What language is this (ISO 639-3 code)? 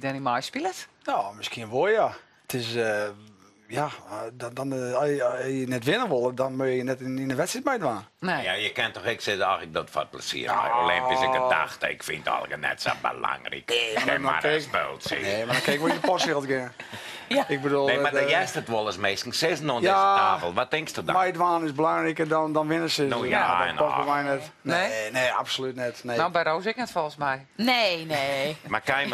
fry